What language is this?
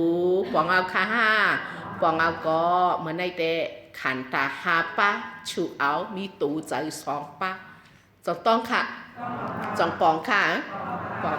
Shan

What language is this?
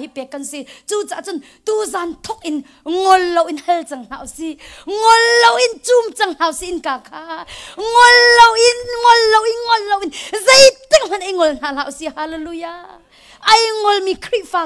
Hakha Chin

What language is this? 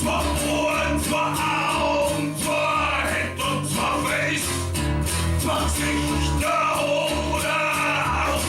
Bavarian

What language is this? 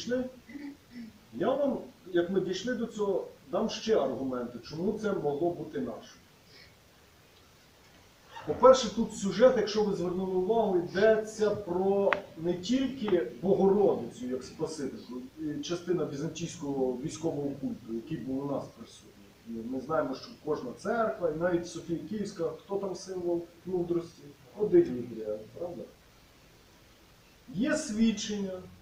Ukrainian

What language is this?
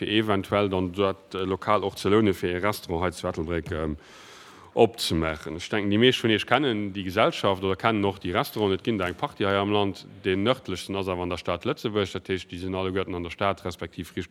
Luxembourgish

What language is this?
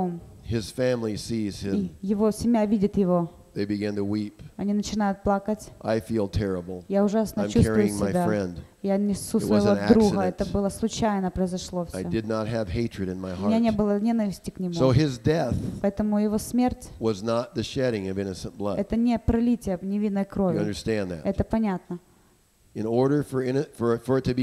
Russian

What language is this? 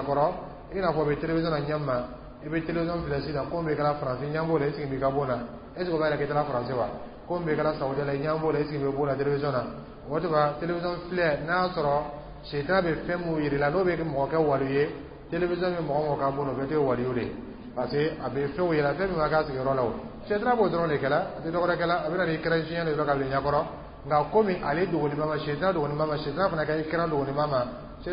Dyula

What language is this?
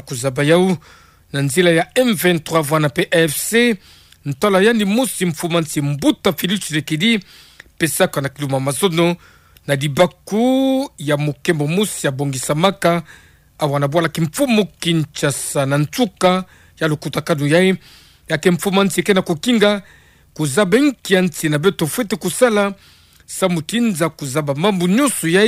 Kituba (Democratic Republic of Congo)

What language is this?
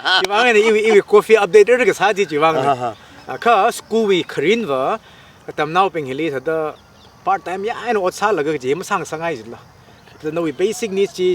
Tangkhul Naga (India)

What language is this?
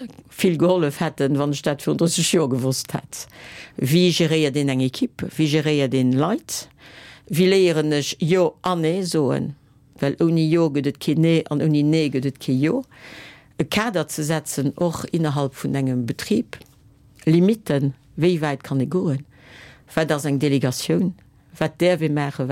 Luxembourgish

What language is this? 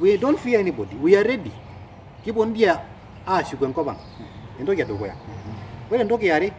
Masai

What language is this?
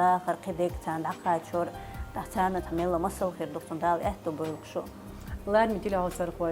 Chechen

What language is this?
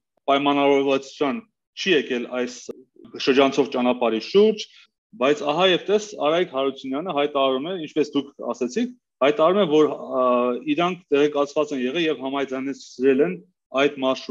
Armenian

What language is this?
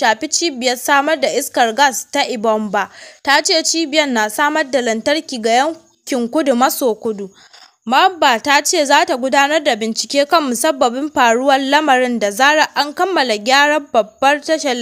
Hausa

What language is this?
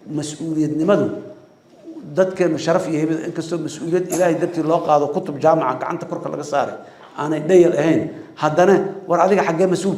Somali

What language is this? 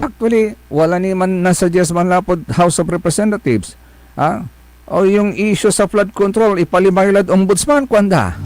Pangasinan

